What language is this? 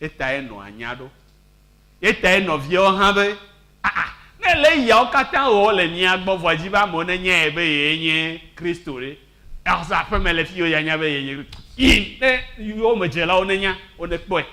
Ewe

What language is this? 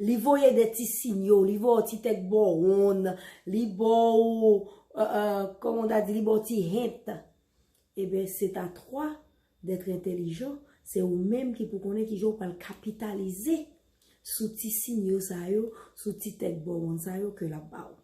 Haitian Creole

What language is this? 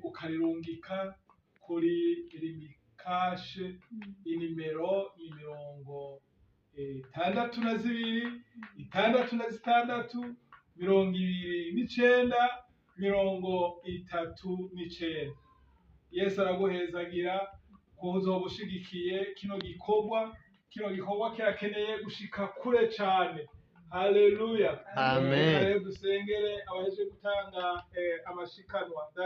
Rundi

